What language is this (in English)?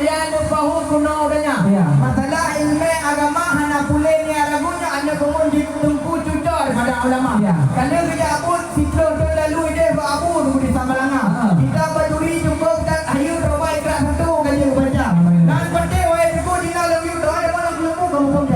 Achinese